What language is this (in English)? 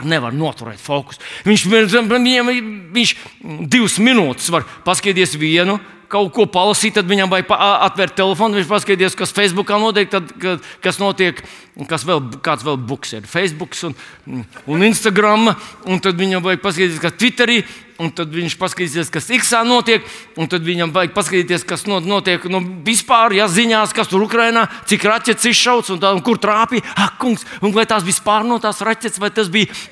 Latvian